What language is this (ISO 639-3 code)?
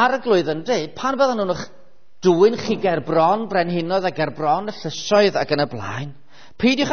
cym